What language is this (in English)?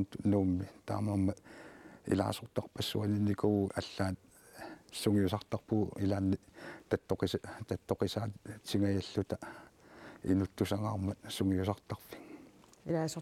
Kalaallisut